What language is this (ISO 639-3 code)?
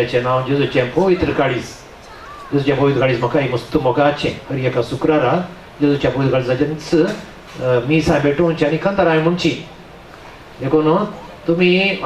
kok